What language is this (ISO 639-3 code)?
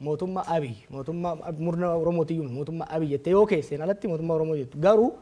orm